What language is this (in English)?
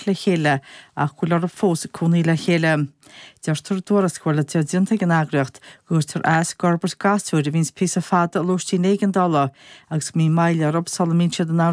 Irish